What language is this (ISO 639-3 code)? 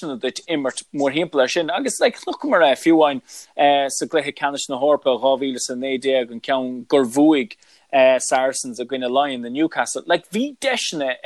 gle